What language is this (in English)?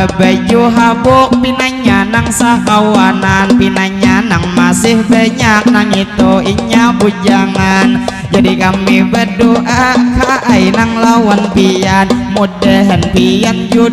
Banjar